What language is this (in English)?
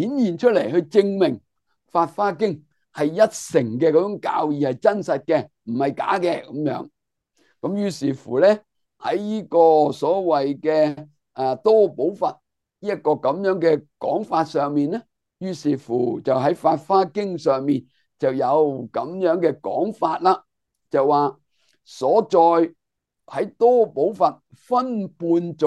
Cantonese